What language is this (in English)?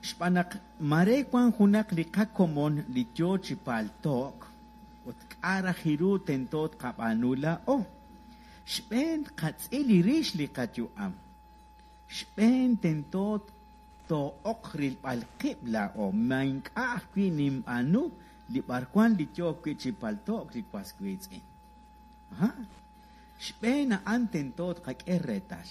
Kekchí